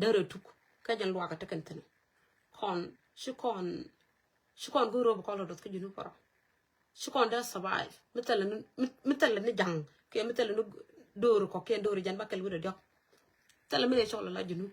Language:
Nuer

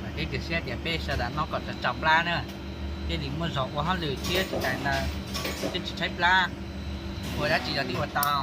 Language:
Hmong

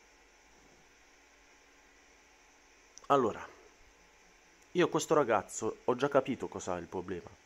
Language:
Italian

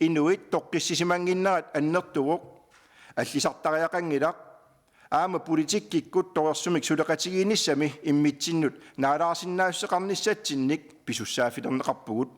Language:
Kalaallisut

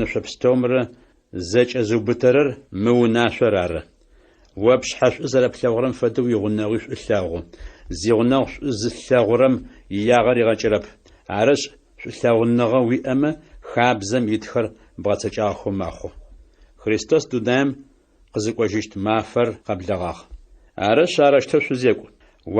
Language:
Adyghe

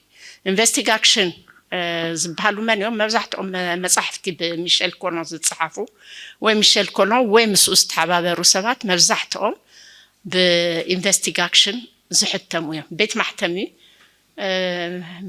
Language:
Tigrinya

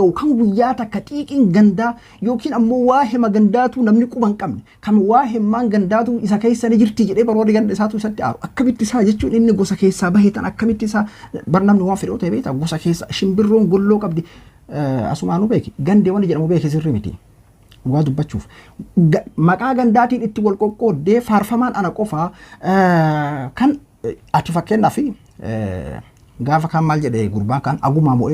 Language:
Oromo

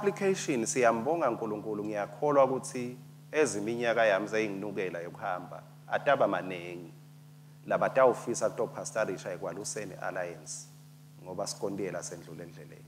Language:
Swati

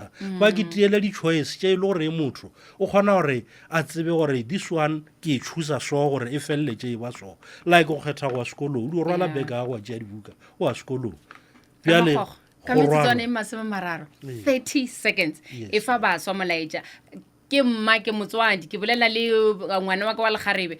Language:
Northern Sotho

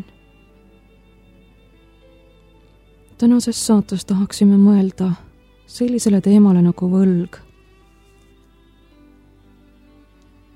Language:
Estonian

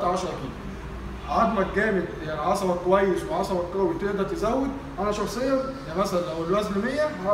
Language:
Egyptian Arabic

